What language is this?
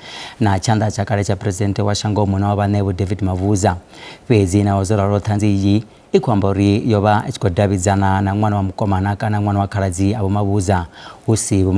Venda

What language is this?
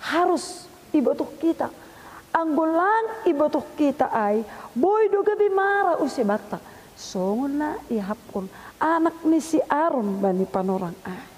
Batak Simalungun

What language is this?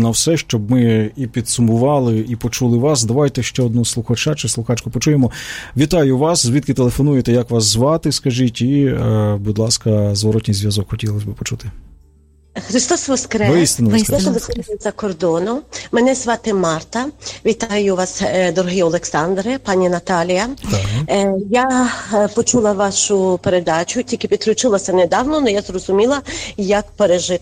Ukrainian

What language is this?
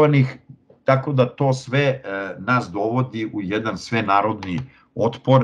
Serbian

